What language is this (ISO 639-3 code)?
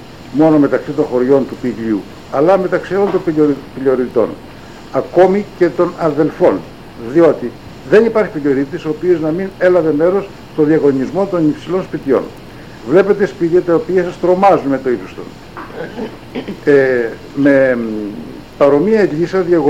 ell